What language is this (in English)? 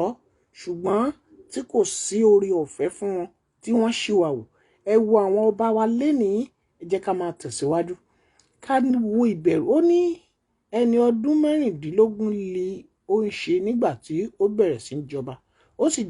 Yoruba